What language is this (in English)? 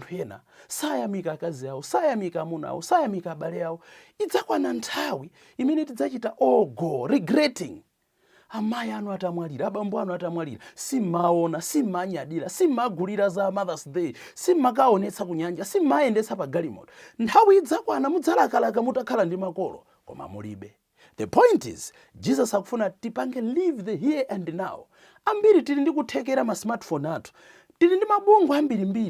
Nyanja